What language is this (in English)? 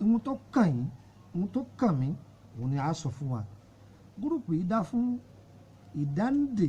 Yoruba